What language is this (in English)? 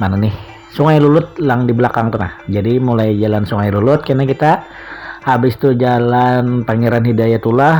Banjar